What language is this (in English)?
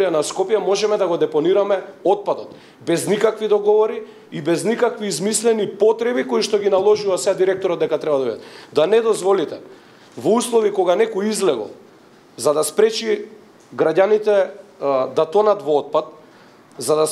Macedonian